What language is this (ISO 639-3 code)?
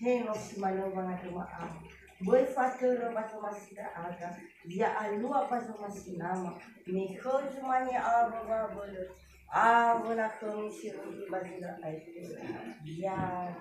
nia